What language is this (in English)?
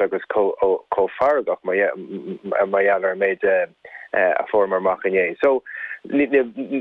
Irish